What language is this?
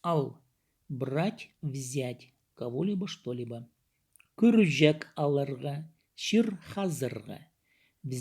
Khakas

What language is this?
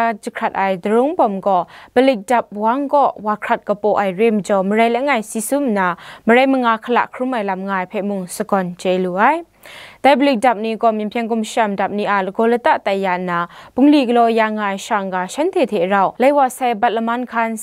Kachin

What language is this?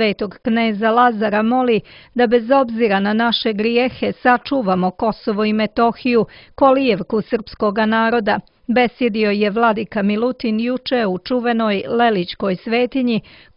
Serbian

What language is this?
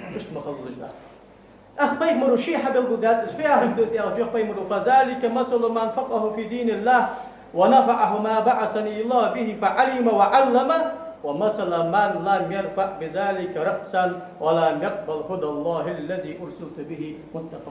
Ingush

